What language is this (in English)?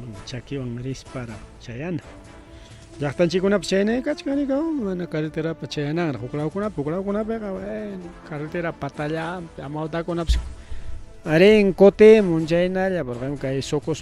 Ayacucho Quechua